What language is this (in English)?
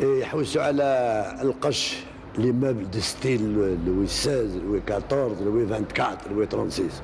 Algerian Arabic